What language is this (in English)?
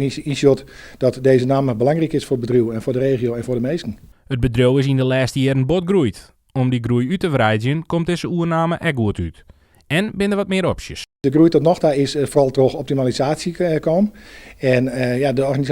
Western Frisian